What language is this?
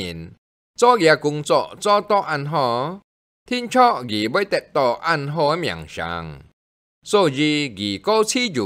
Hakka Chinese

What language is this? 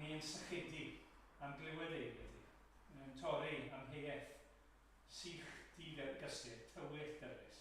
Welsh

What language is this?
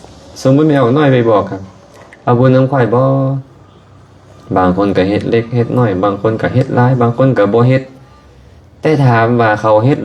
Lao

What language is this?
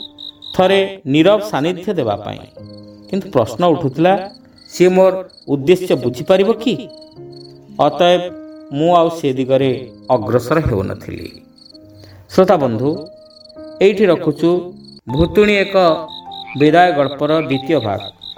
Odia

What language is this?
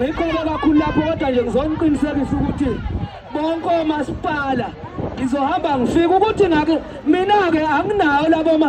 Zulu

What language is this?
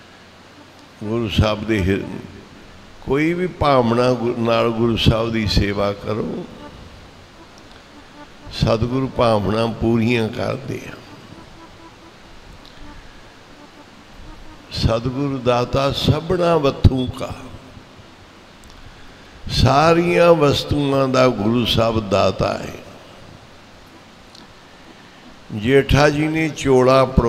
Punjabi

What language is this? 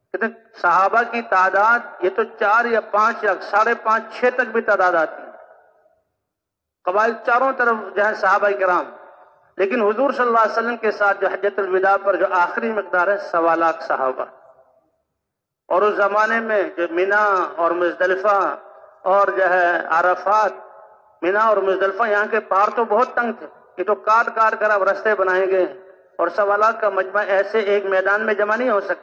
Urdu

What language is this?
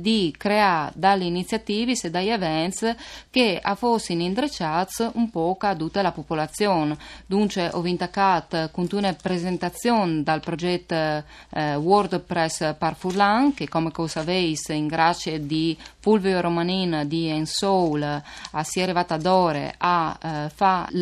Friulian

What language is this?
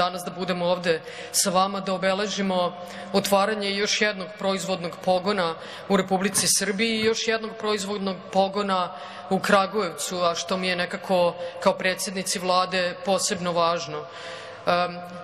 Serbian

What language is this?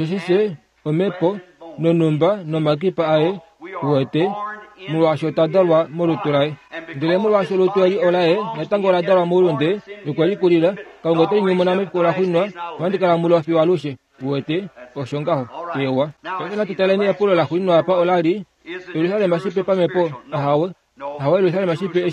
Kuanyama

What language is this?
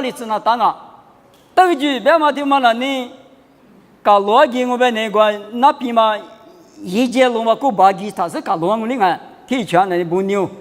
Lisu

